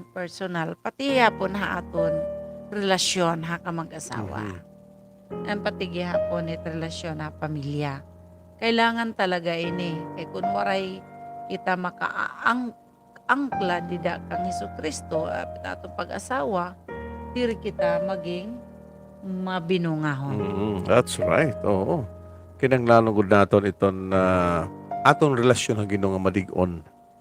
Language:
Waray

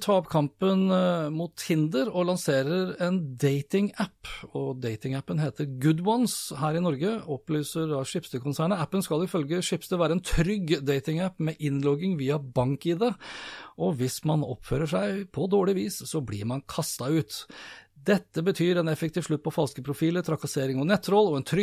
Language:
Norwegian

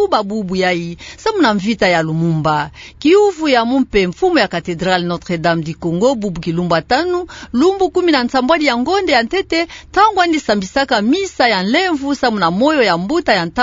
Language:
Kituba (Democratic Republic of Congo)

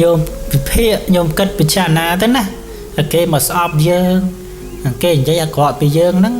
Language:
Khmer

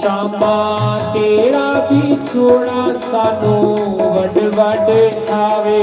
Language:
Dogri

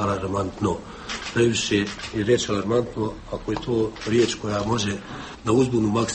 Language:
Bosnian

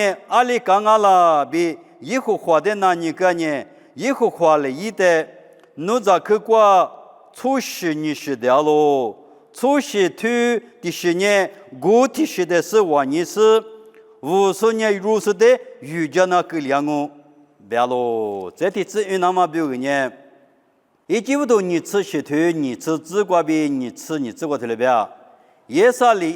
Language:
Lisu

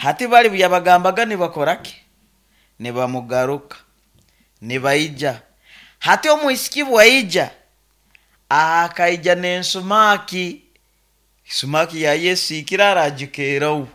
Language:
Nyoro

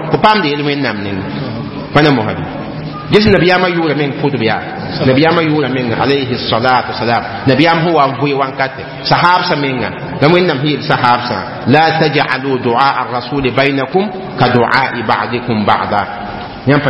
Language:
Mossi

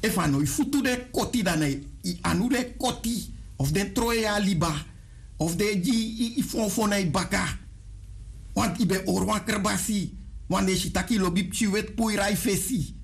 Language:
Sranan Tongo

